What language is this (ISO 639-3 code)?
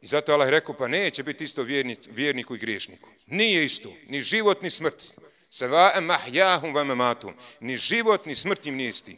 bos